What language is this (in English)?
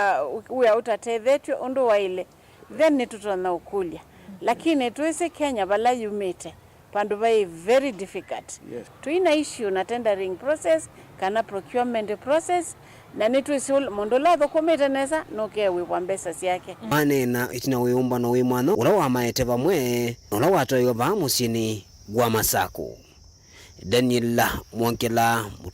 Kamba